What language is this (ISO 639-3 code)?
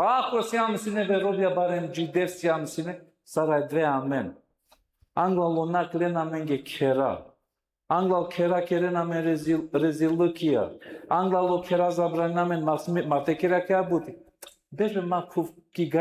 rmn